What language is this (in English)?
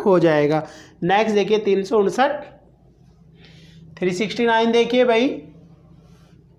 Hindi